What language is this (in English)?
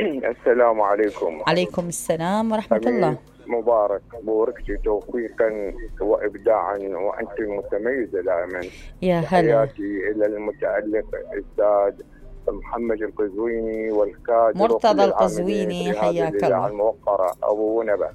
Mesopotamian Arabic